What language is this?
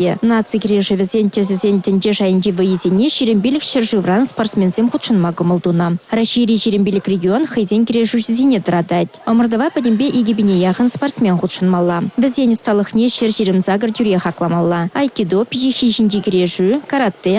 Chuvash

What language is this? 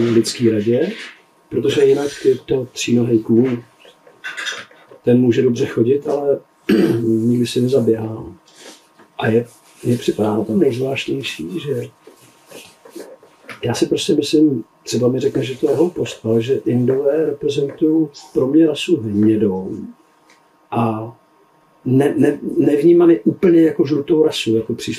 Czech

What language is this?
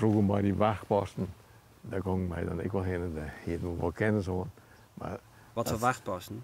Western Frisian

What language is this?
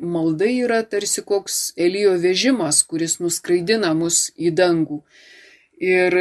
Lithuanian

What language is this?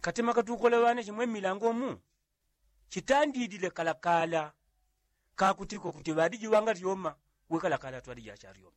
Yao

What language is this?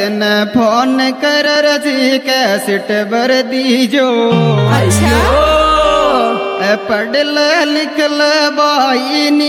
Bhojpuri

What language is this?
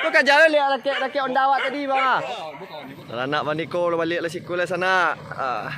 Minangkabau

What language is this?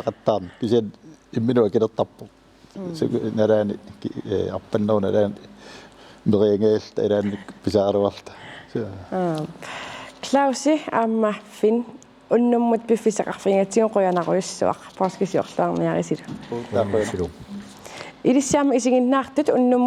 Kalaallisut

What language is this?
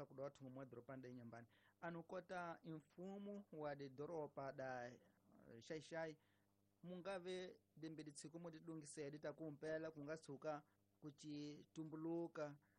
Tsonga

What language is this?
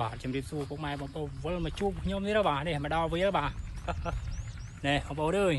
Khmer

